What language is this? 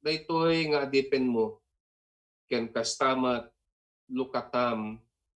Iloko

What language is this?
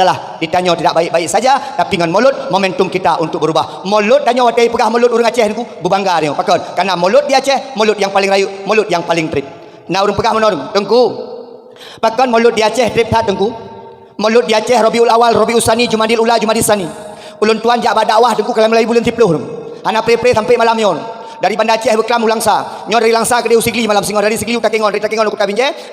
Achinese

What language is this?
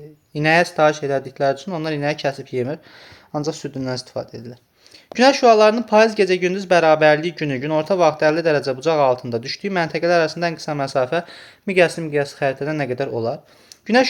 Azerbaijani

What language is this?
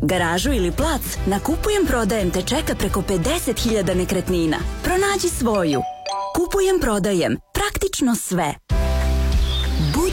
Serbian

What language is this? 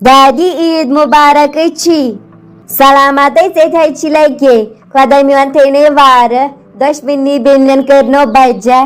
Kashmiri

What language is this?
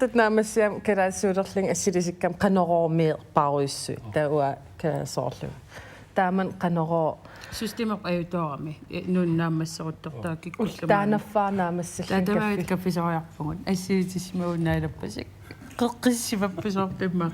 Kalaallisut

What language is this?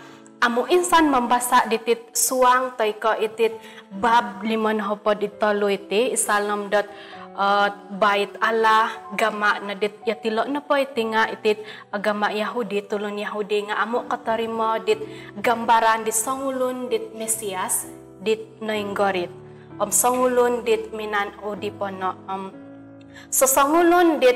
Central Dusun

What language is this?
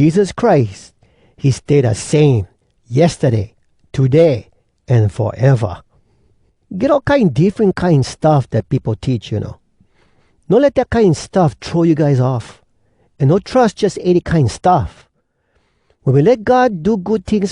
Hawai'i Creole English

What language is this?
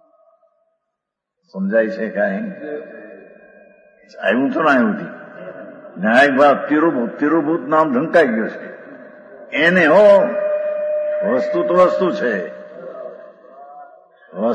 Gujarati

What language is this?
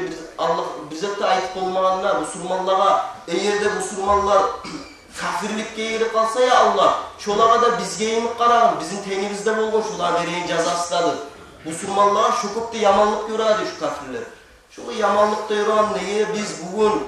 Kumyk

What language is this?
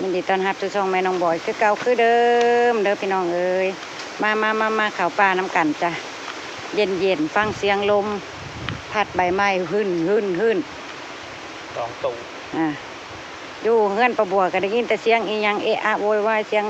Northeastern Thai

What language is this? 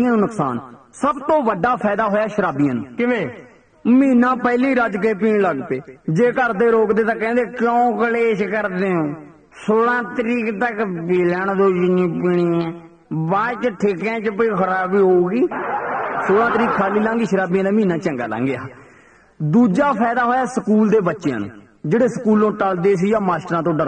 Punjabi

